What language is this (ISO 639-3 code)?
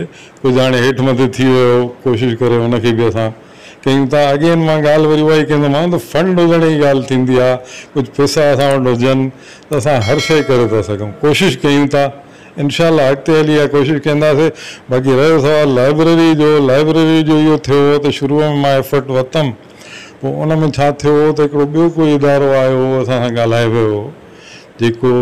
snd